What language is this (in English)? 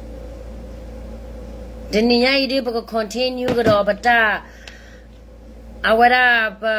S'gaw Karen